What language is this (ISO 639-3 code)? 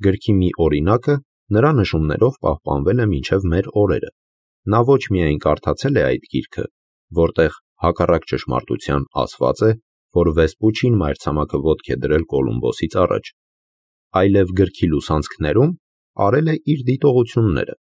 hye